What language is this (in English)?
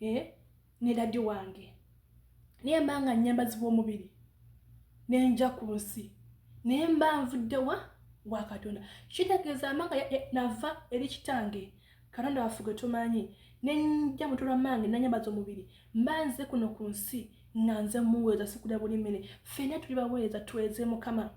Ganda